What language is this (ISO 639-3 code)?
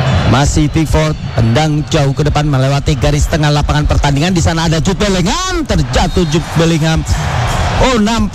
ind